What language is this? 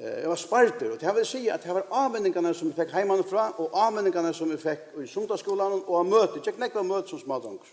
Faroese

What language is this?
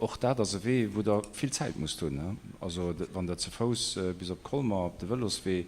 Luxembourgish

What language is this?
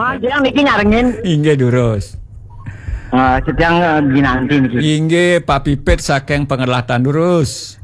Balinese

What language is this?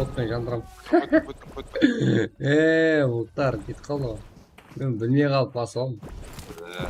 Kara-Kalpak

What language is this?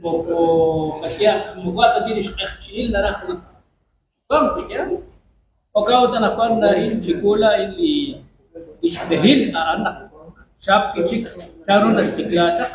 Kekchí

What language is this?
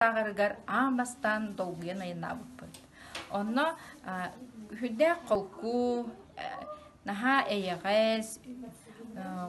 Yakut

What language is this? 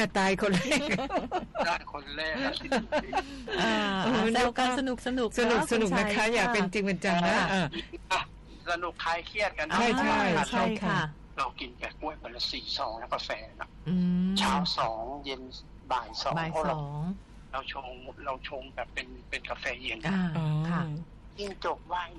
Thai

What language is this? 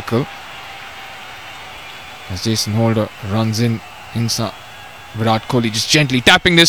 English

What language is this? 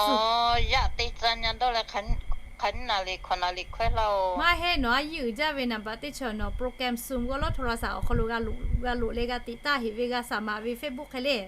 Lahu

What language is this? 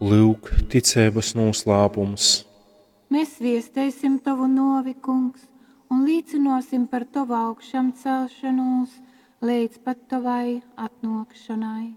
Latgalian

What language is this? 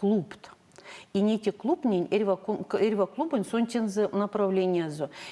Erzya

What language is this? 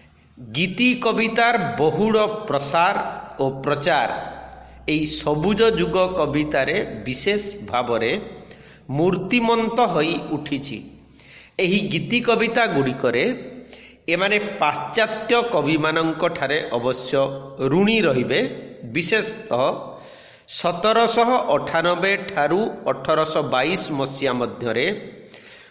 Odia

